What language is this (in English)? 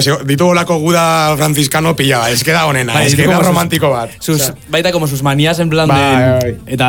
Basque